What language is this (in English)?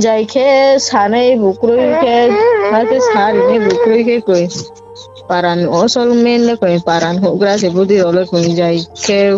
Riang (India)